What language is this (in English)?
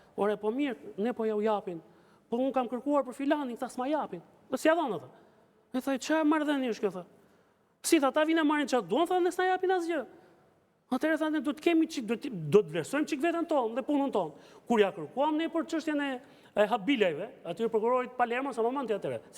Albanian